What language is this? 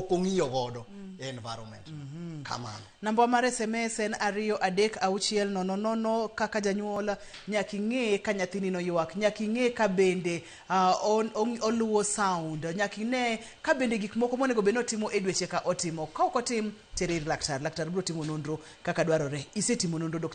Luo (Kenya and Tanzania)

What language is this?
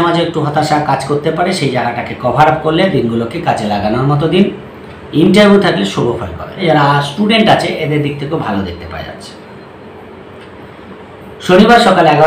Bangla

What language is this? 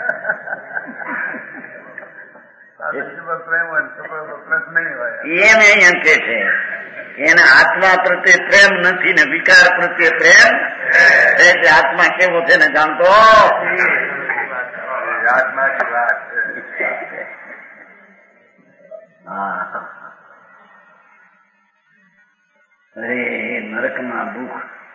Gujarati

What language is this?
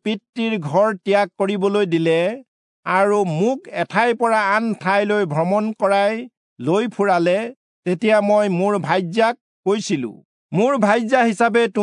Assamese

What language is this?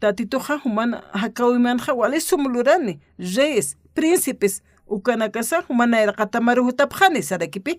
Aymara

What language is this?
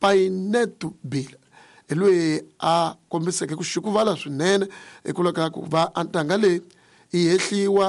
Tsonga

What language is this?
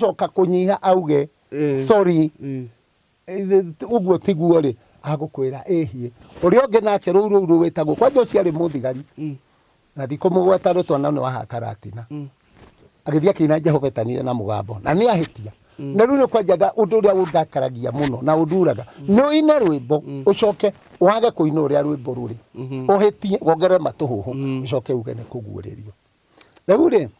Kikuyu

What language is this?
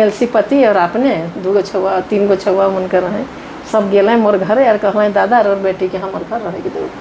Sadri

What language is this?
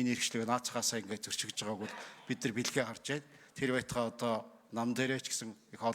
Mongolian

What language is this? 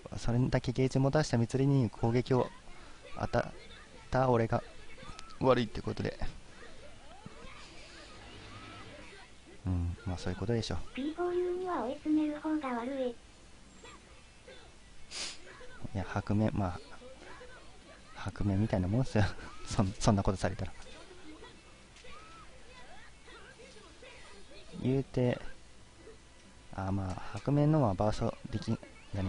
Japanese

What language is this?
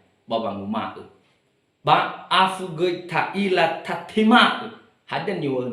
Nias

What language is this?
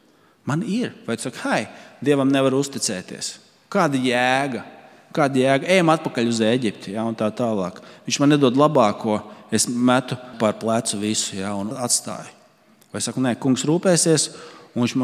Latvian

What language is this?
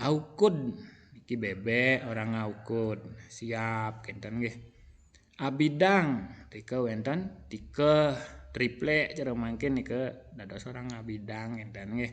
Balinese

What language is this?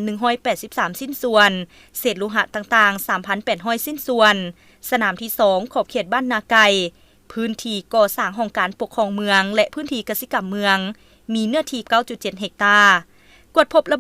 Lao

